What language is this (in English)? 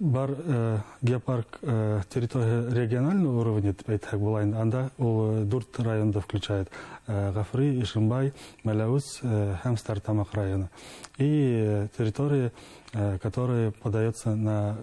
Bashkir